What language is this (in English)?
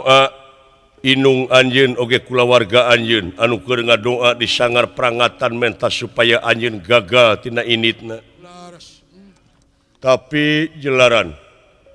Sundanese